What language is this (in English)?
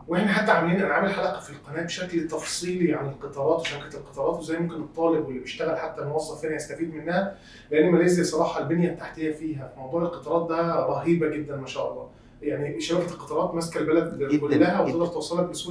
Egyptian Arabic